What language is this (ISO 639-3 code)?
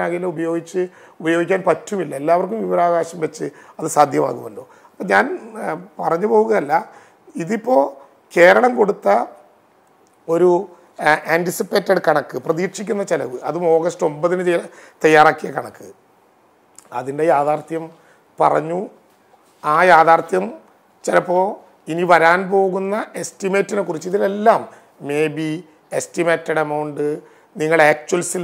mal